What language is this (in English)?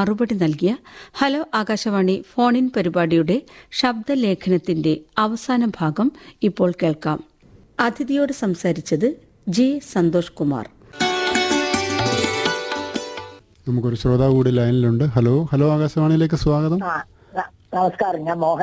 Malayalam